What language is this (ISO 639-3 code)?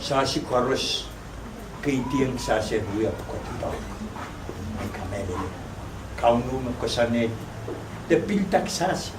pon